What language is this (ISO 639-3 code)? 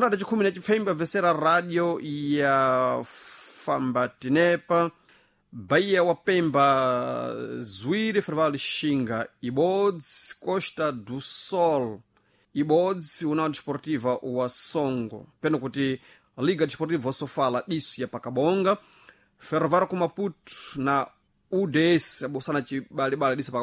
seh